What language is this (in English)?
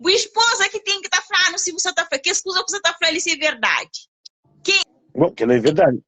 Kabuverdianu